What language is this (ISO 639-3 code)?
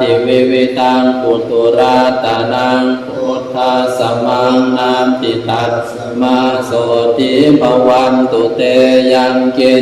pli